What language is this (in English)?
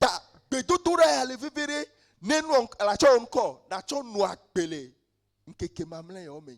Ewe